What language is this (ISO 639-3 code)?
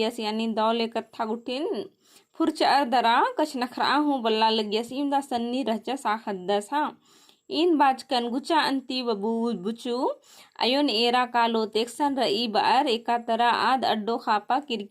kru